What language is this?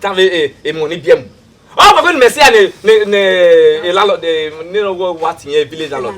Bini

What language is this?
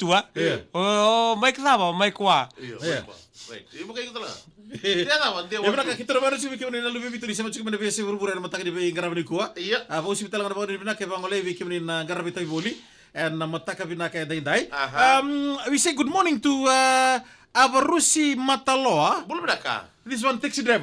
Fijian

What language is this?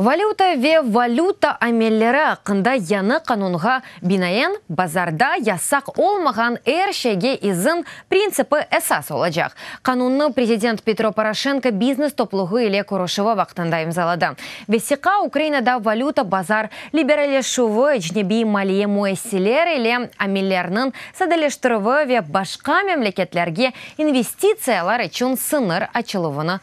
Crimean Tatar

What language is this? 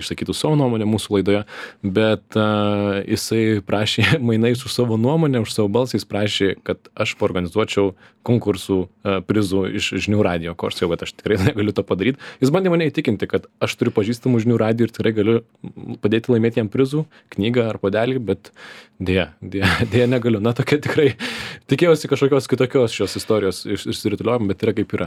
Lithuanian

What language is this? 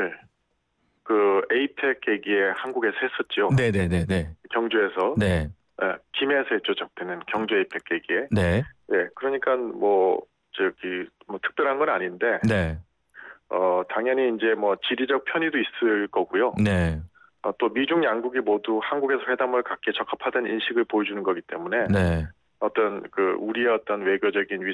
Korean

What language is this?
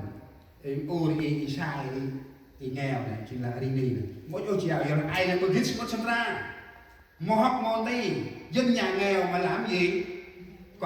Central Mnong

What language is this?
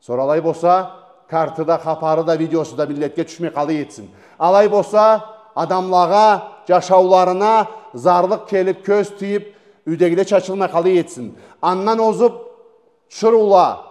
Karachay-Balkar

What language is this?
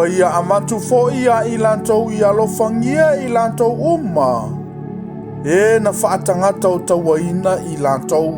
Samoan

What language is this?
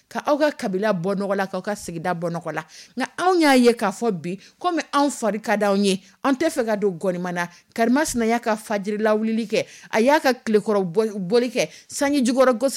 Dyula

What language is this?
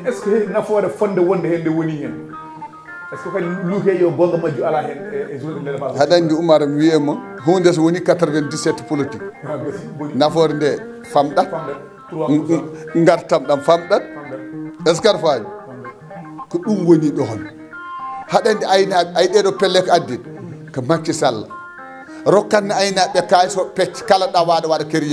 Fula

